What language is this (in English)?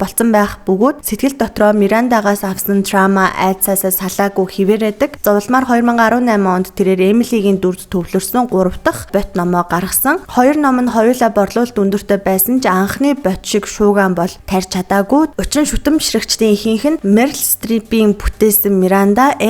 Mongolian